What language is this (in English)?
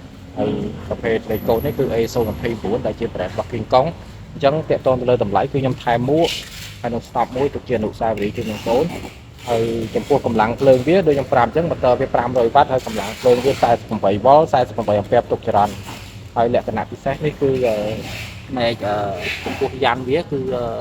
Khmer